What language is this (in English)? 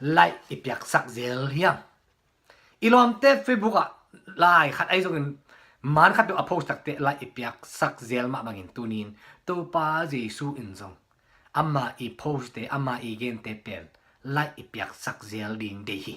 Tedim Chin